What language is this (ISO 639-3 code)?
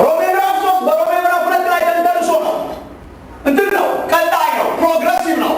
amh